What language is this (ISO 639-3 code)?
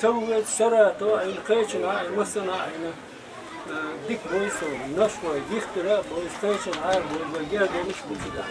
che